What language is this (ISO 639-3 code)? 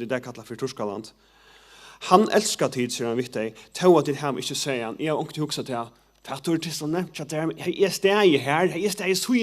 fao